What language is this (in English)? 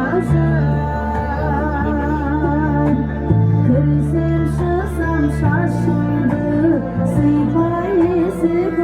Kara-Kalpak